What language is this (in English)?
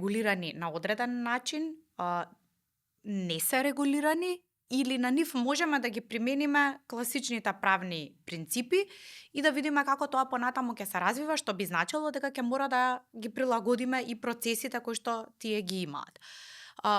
Macedonian